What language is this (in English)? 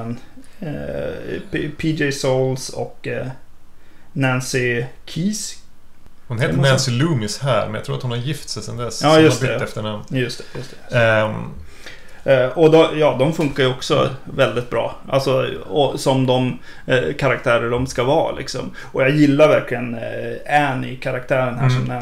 Swedish